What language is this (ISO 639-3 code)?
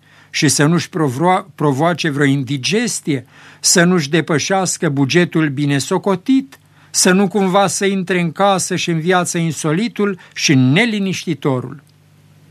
ron